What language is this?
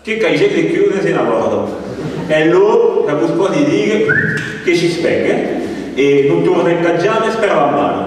Occitan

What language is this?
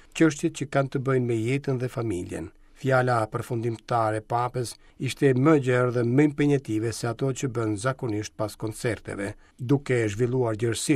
Albanian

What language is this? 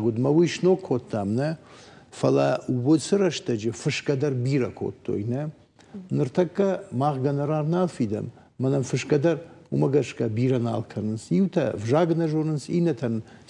Ossetic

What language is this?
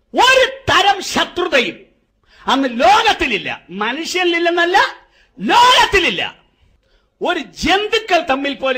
Malayalam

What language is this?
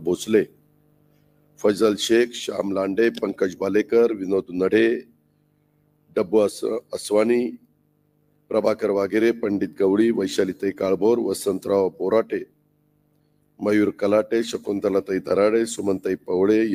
Marathi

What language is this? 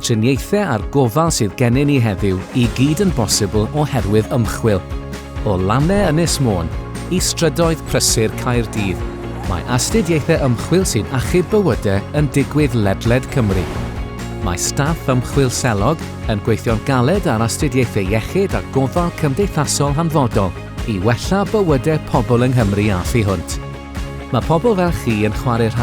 Welsh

